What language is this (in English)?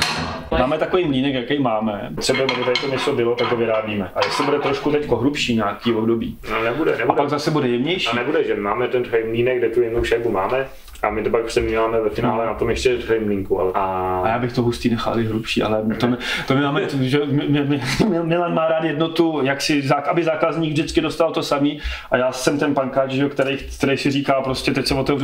Czech